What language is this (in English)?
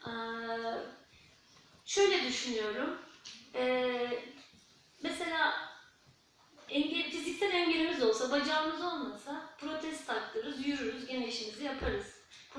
Turkish